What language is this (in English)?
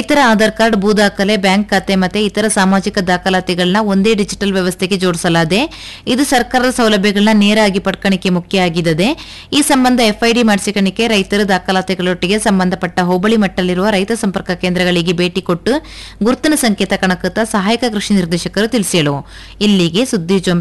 Kannada